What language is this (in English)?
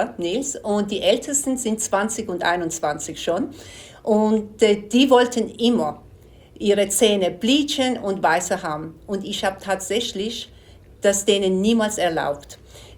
German